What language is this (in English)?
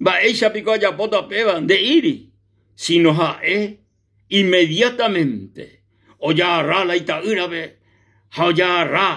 Guarani